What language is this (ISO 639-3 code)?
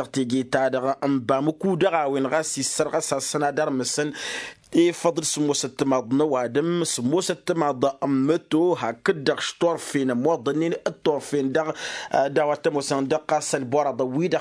taq